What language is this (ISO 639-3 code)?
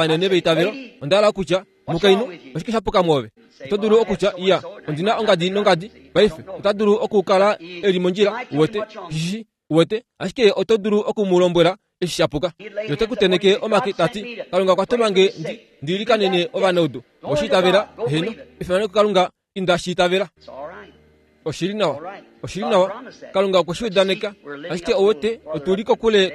kua